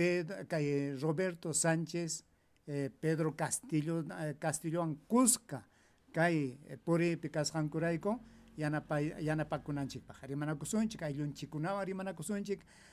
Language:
Ayacucho Quechua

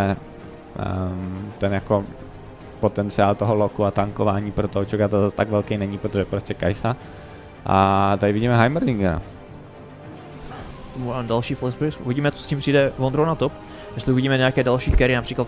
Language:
Czech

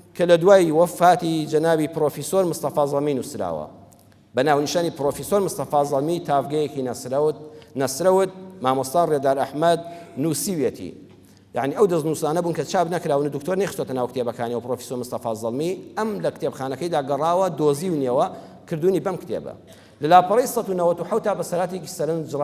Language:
Central Kurdish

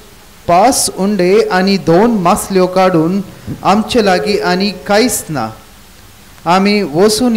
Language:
Konkani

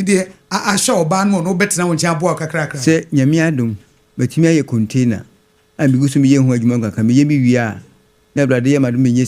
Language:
Akan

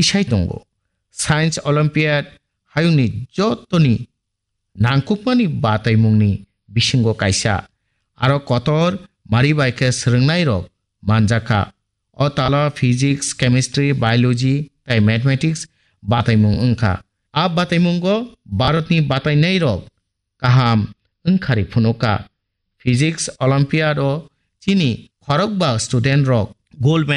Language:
Kok Borok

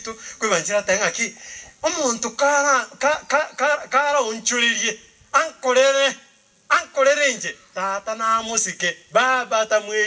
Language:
Gusii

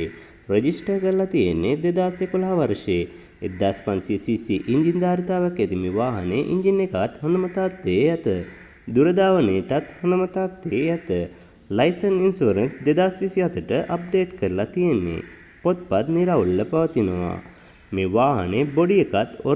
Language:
Sinhala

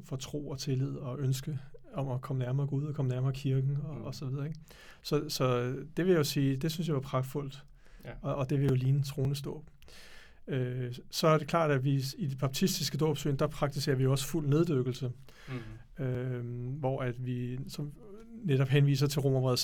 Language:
Danish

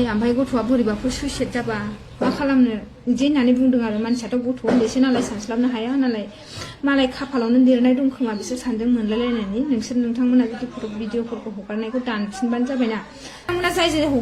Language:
Bodo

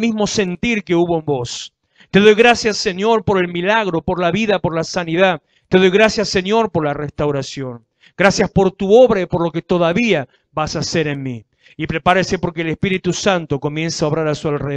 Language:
Spanish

